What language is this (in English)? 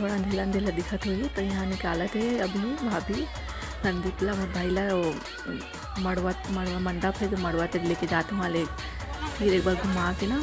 Chhattisgarhi